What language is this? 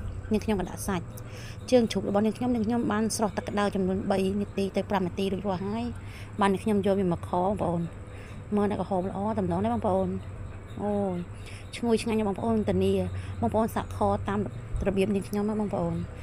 Khmer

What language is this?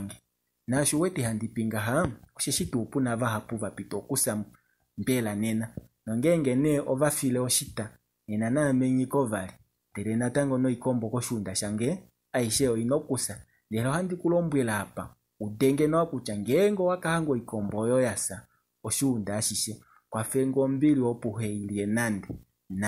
Kuanyama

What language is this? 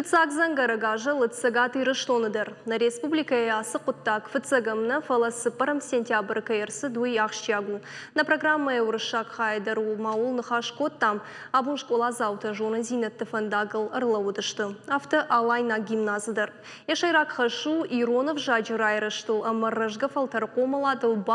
Ossetic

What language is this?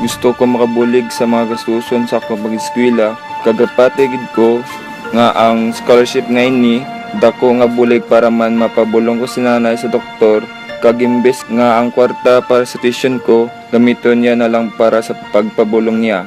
Hiligaynon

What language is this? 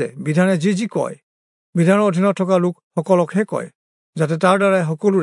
Assamese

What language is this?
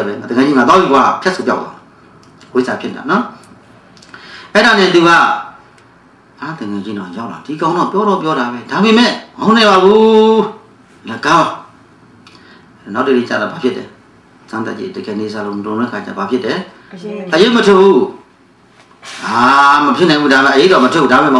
Burmese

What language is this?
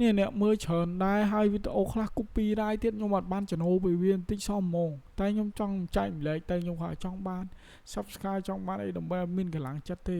Khmer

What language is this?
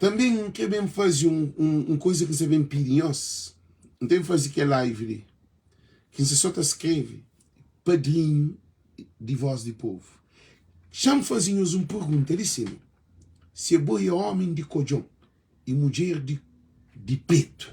Kabuverdianu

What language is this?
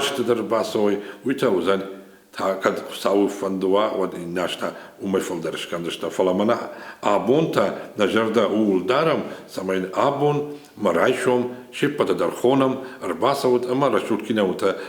Ossetic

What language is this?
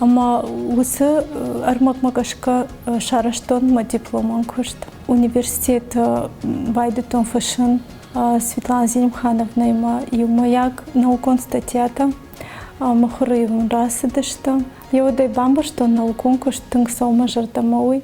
Ossetic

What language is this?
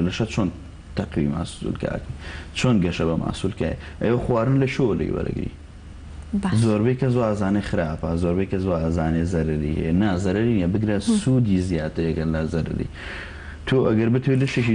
Central Kurdish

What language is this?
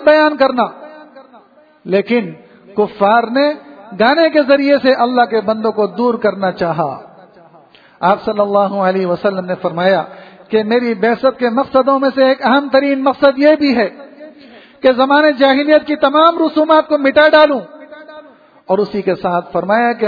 Urdu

